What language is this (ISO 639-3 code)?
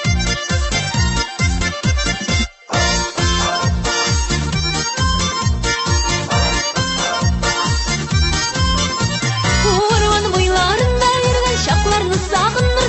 tat